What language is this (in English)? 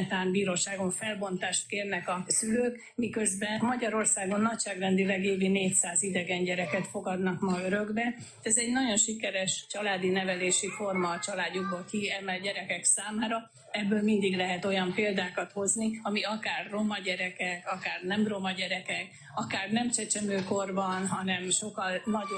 Hungarian